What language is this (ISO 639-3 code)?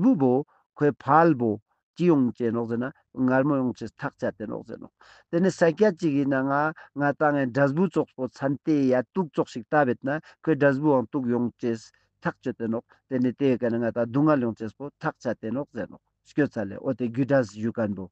lbj